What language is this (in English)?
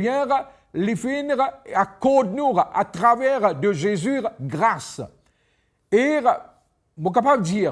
Morisyen